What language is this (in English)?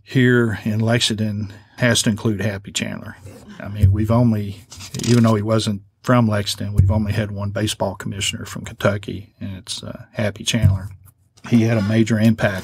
English